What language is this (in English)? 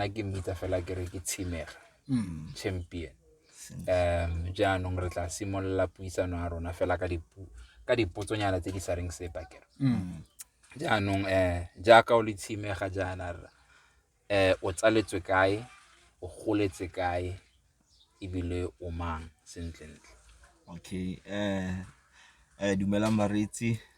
Tswana